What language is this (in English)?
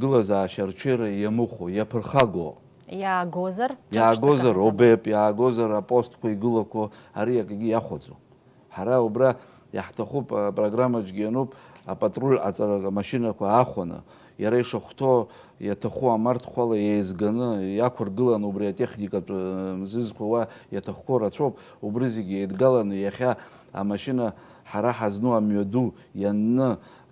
Abkhazian